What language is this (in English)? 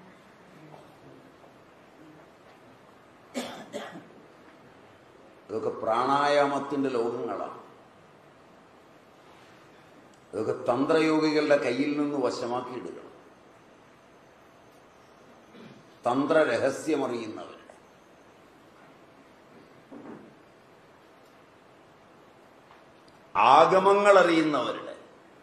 Malayalam